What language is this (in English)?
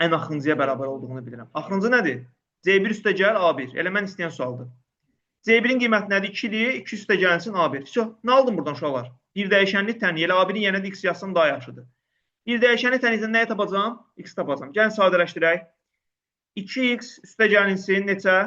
Azerbaijani